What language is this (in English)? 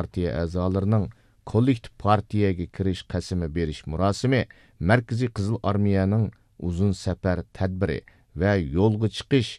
Uyghur